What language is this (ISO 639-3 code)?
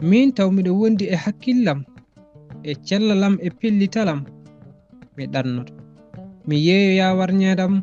ful